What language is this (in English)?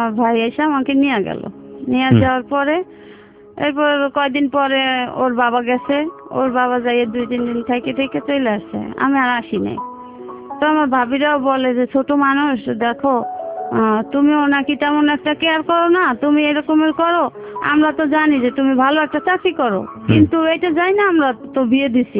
Bangla